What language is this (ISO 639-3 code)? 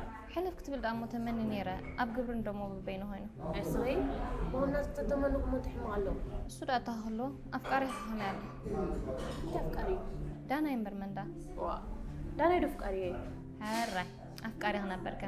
tir